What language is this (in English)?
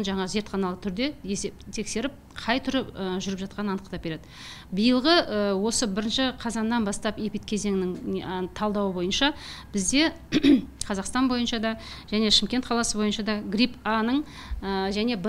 Kazakh